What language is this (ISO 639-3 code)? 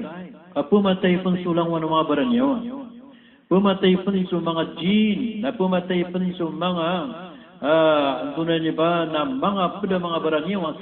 mrw